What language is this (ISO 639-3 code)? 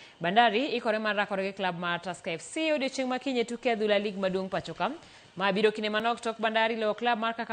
luo